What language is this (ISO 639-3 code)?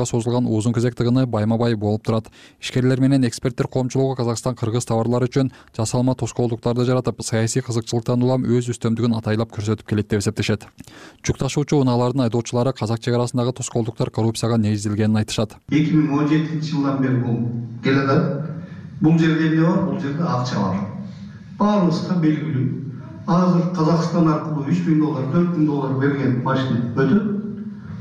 kir